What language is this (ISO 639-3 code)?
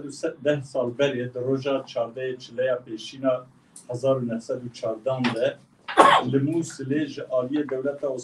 kur